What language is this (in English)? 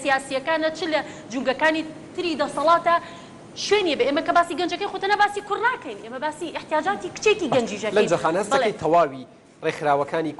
Central Kurdish